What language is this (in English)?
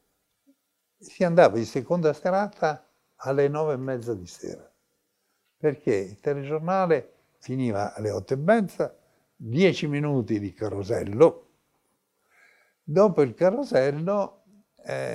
Italian